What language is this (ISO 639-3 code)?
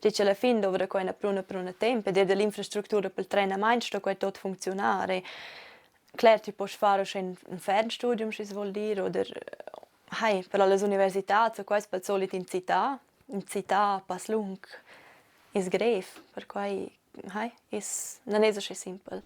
roh